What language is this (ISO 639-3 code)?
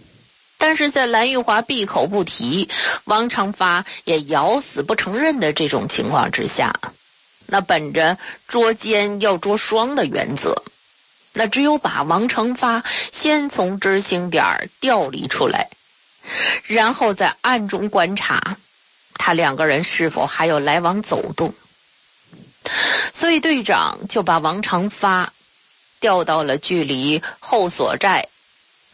zho